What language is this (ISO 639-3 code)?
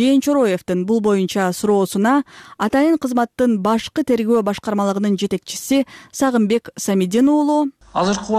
kir